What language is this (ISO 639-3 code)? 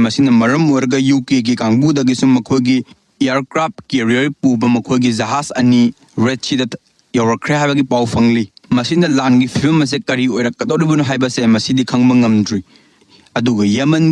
mni